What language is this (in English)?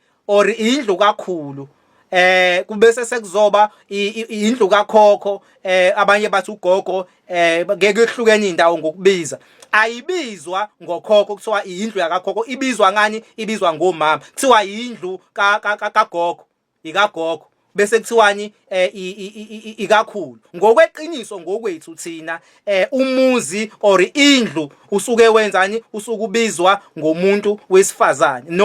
Zulu